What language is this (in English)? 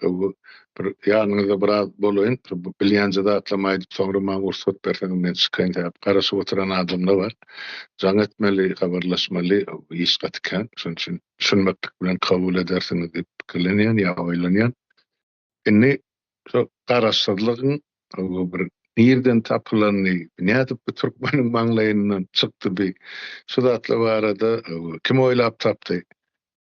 Turkmen